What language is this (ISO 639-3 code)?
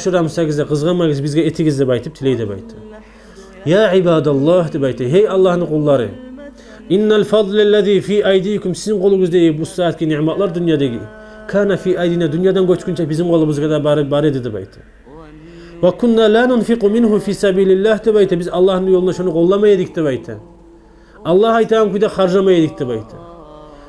kum